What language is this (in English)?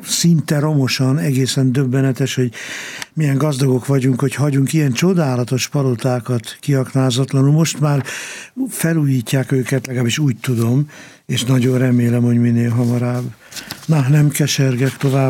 Hungarian